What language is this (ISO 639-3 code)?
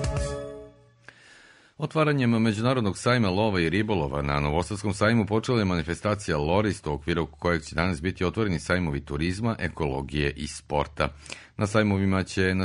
srp